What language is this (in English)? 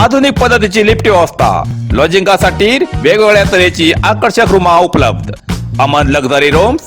Konkani